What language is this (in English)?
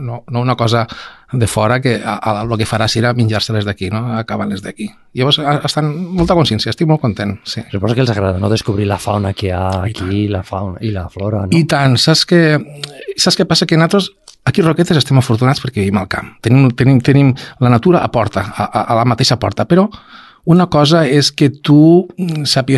Catalan